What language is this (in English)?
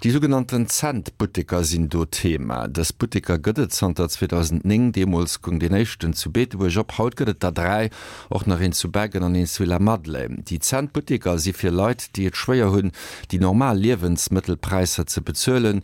Luxembourgish